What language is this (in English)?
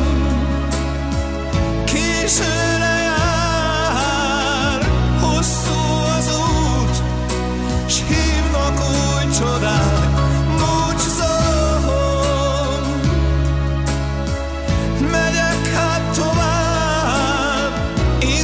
Hungarian